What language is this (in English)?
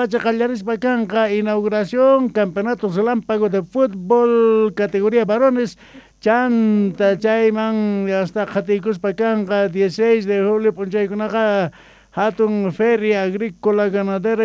Quechua